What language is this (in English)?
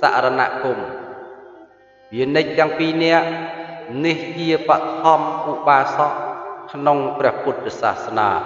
Khmer